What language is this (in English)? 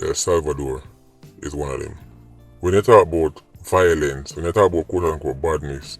Jamaican Creole English